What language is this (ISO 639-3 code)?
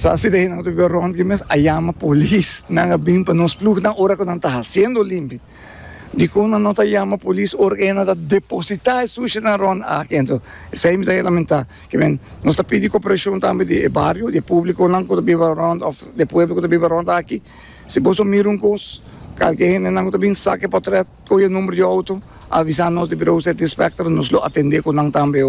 pap